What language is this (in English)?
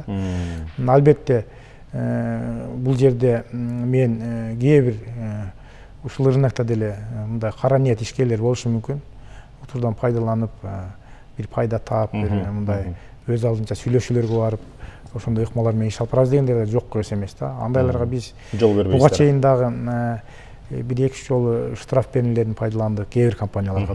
Kyrgyz